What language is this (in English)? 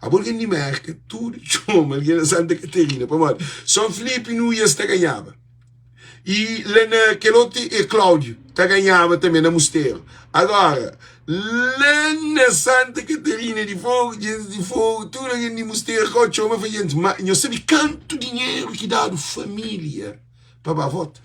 Kabuverdianu